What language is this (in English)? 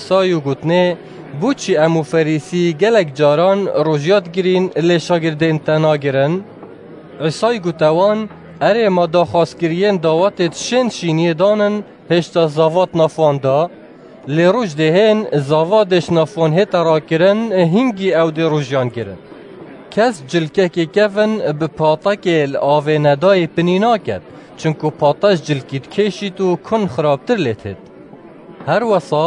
Kurdish